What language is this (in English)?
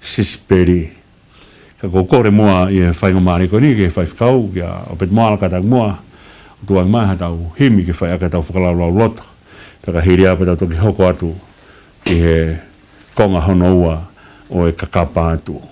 Tongan